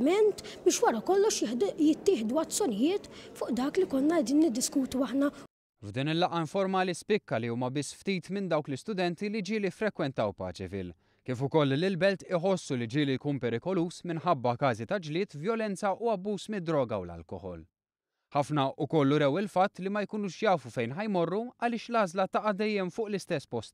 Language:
Maltese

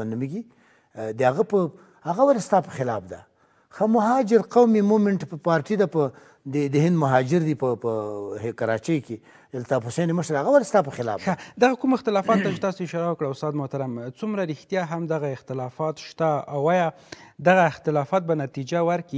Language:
Pashto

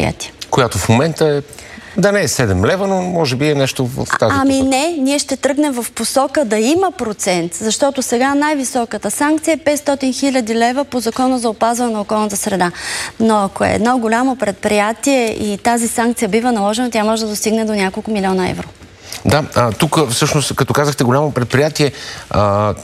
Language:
Bulgarian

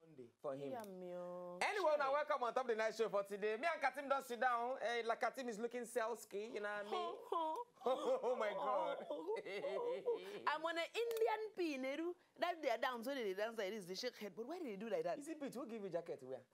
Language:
Nigerian Pidgin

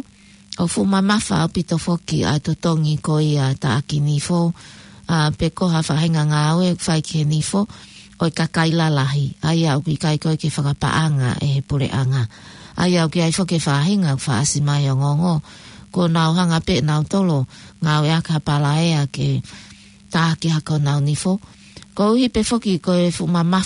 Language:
Tongan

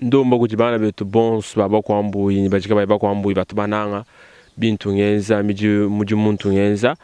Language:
Luba-Lulua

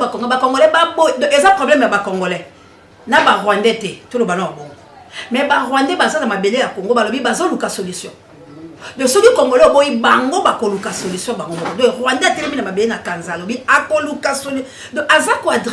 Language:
Lingala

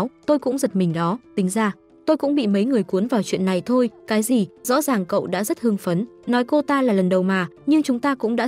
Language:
Vietnamese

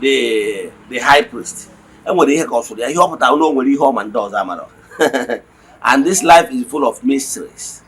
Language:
Igbo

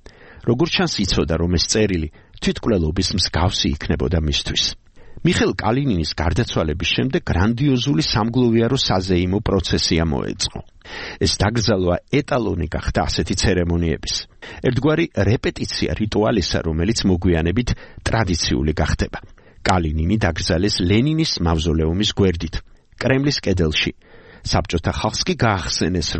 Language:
Georgian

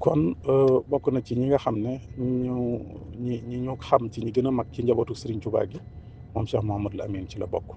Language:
Wolof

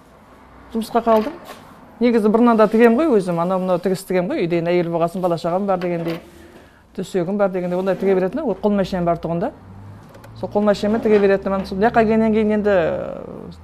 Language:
Kazakh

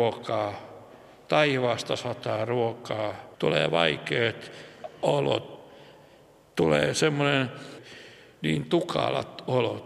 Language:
Finnish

